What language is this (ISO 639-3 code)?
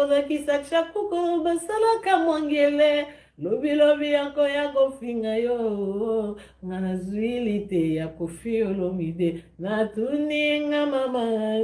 lin